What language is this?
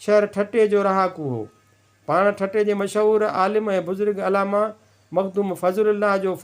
Sindhi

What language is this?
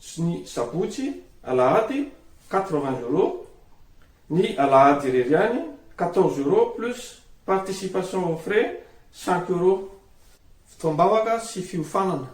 Malagasy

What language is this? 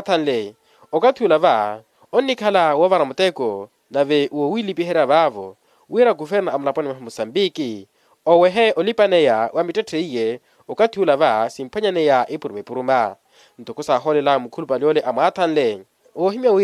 Makhuwa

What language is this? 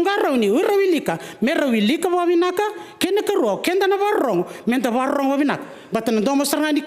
Fijian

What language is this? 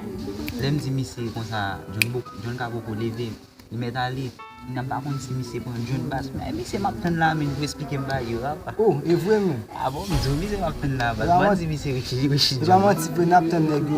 Haitian Creole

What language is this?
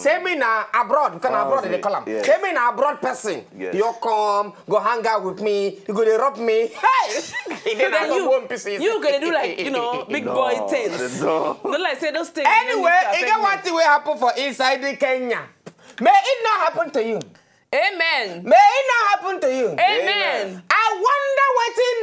Nigerian Pidgin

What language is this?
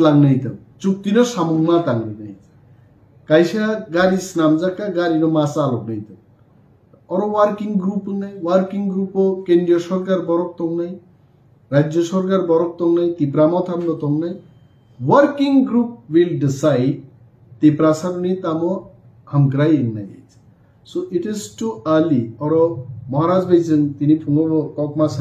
Kok Borok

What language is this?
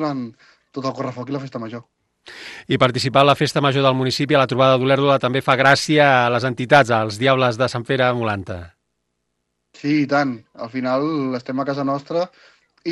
Catalan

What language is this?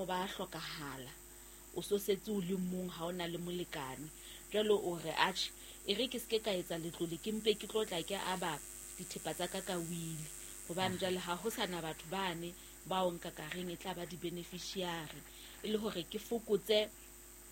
Southern Sotho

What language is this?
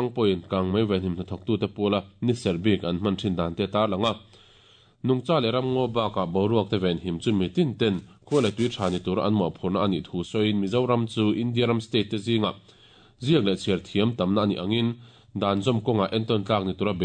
Mizo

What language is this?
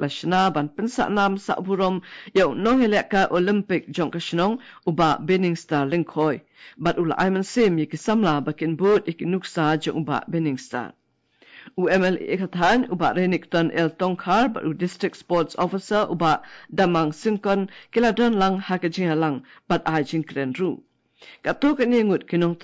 Khasi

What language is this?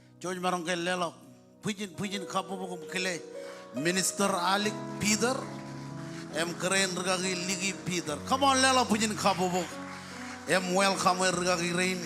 Marshallese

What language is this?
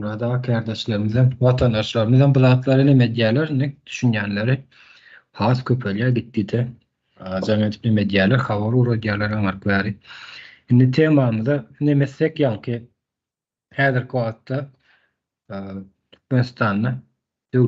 Turkmen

